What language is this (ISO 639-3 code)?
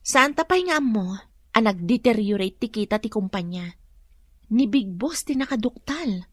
ilo